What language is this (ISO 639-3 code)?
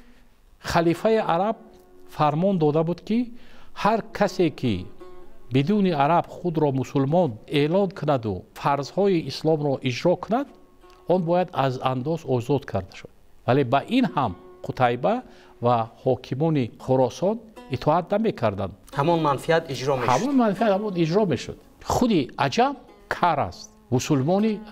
tgk